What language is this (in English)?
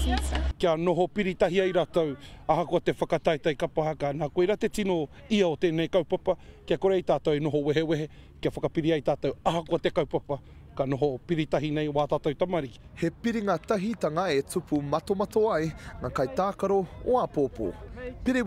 Māori